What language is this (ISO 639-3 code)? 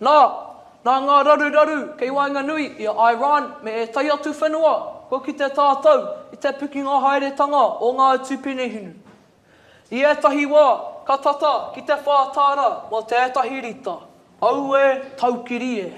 mri